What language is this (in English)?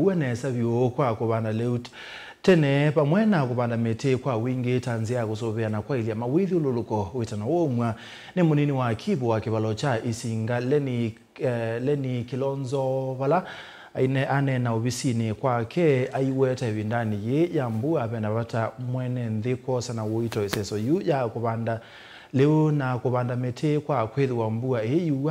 Kamba